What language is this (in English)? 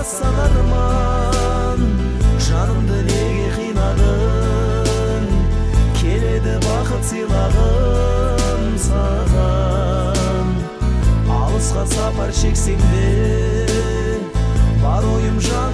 Kazakh